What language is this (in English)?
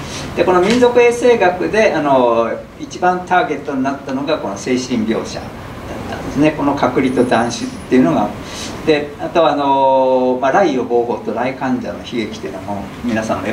Japanese